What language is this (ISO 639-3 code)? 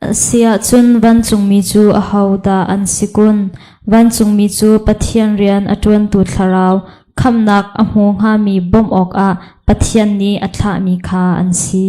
cnh